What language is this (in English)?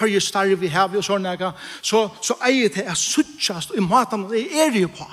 Faroese